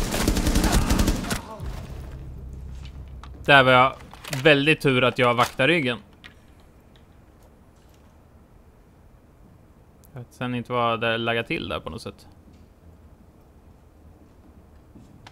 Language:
Swedish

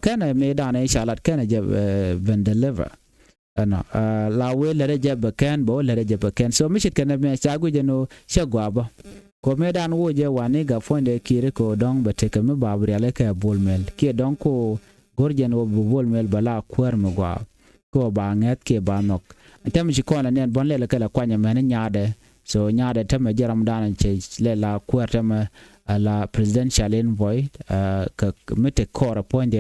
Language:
Nuer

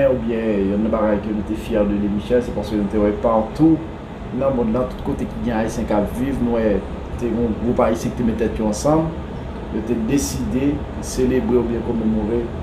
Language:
Haitian Creole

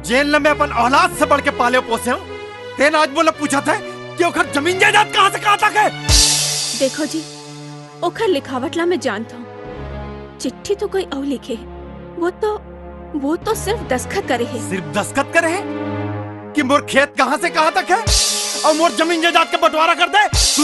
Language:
Chhattisgarhi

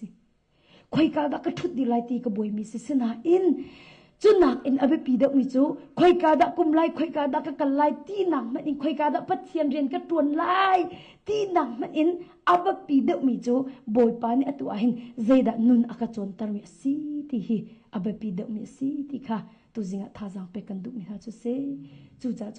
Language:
Hakha Chin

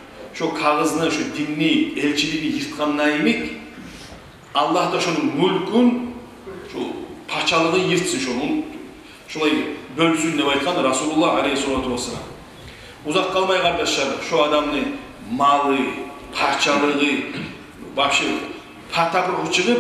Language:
Kumyk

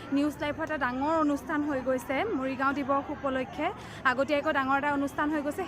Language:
Assamese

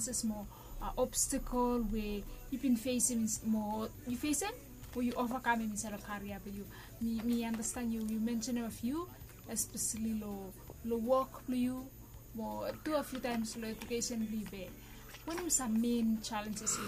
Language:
Bislama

